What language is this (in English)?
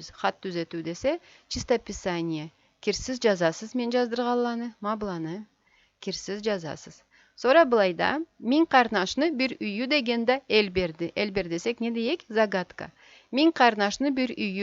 Karachay-Balkar